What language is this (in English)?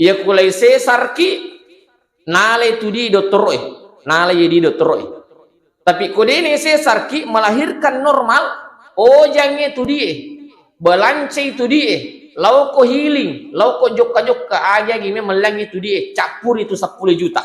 Buginese